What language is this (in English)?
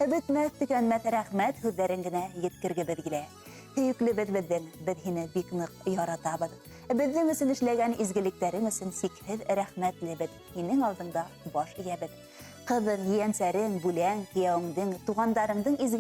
Bashkir